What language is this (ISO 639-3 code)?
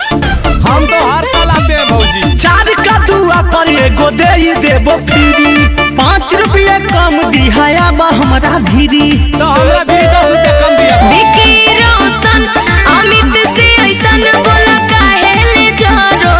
mag